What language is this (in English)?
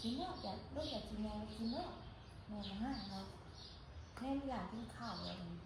Northeastern Thai